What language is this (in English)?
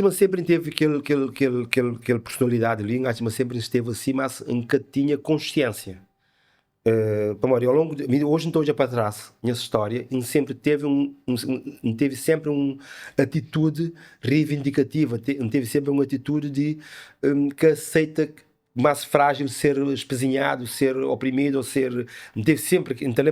Kabuverdianu